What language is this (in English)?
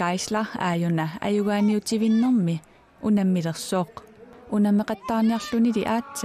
Kalaallisut